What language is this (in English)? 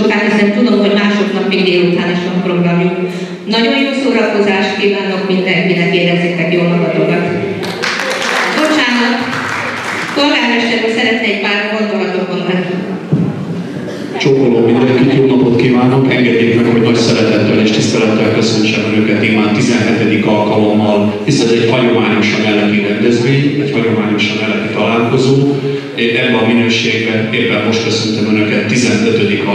Hungarian